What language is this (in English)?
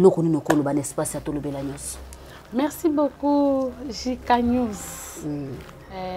Lingala